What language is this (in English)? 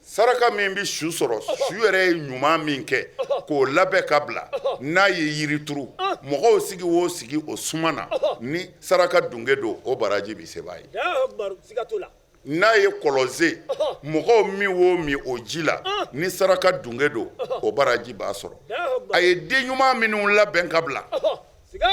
Bambara